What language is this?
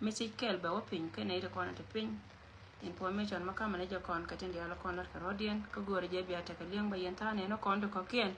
Nuer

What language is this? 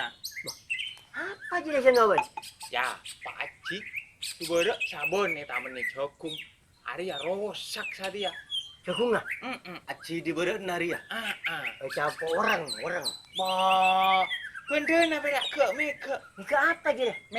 Madurese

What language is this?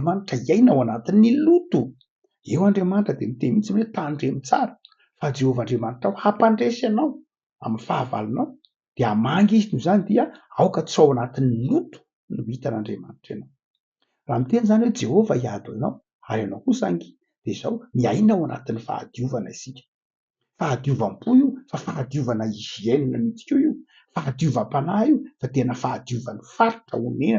Malagasy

